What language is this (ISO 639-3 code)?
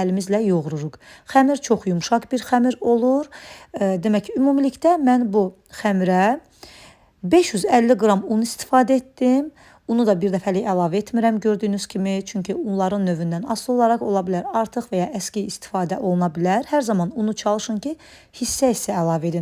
aze